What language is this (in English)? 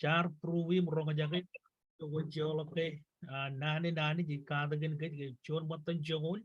Marshallese